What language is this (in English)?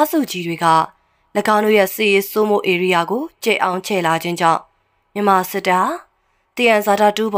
Burmese